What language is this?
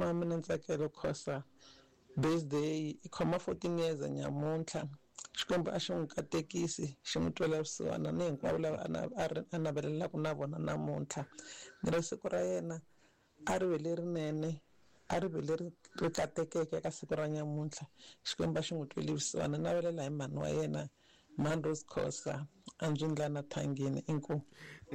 Tsonga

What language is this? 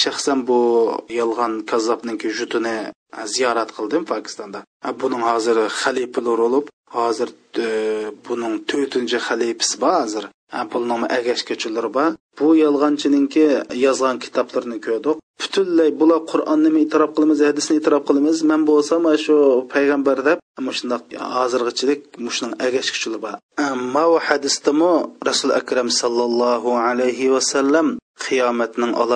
Uyghur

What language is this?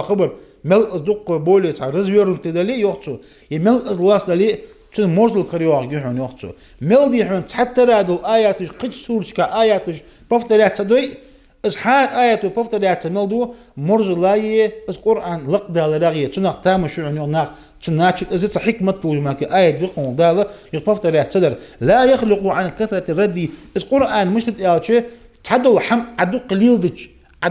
Ingush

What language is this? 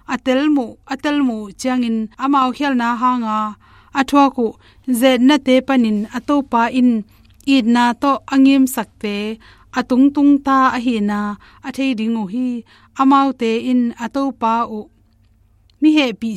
Tedim Chin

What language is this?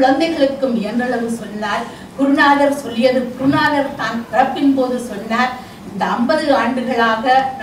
Tamil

